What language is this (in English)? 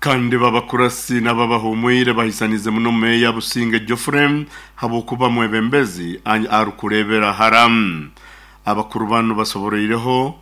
Nyoro